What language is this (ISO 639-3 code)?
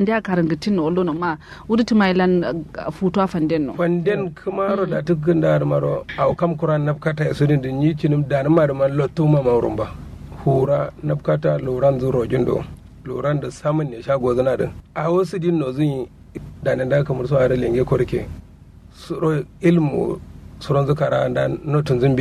kau